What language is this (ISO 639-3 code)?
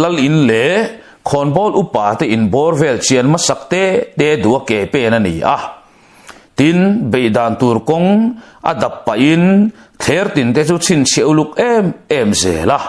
lus